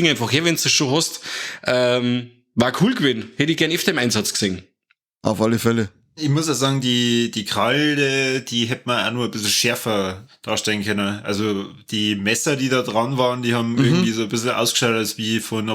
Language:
Bavarian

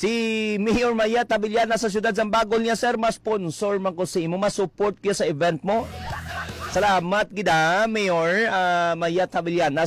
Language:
Hiligaynon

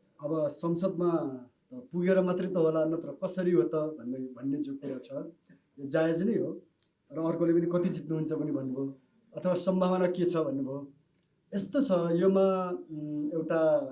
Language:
Nepali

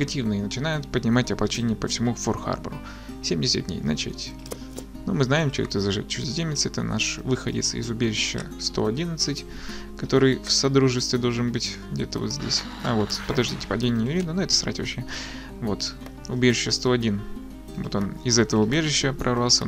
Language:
Russian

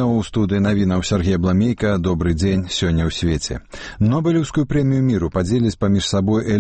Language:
Belarusian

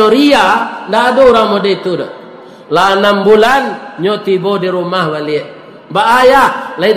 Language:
Minangkabau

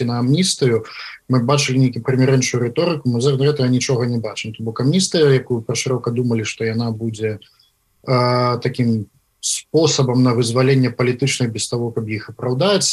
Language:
Belarusian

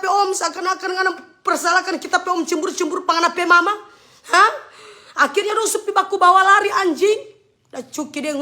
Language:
Manado Malay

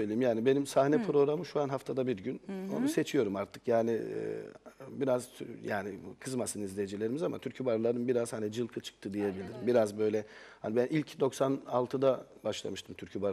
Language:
Turkish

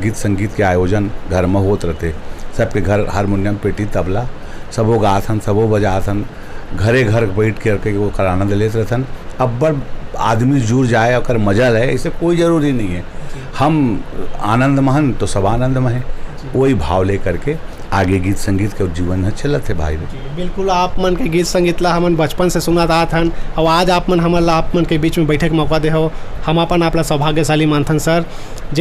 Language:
Chhattisgarhi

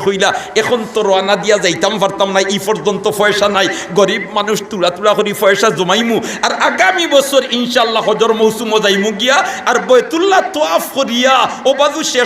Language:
Sylheti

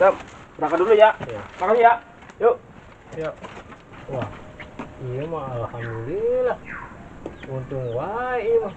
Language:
Betawi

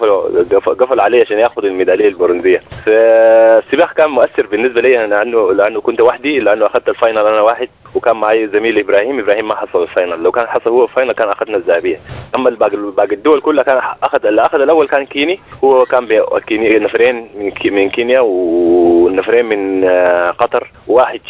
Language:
Sudanese Arabic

